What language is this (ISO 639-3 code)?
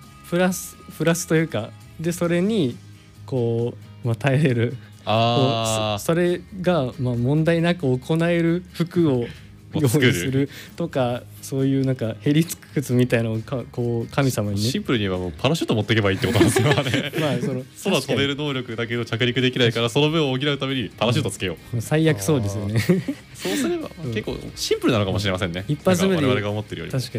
jpn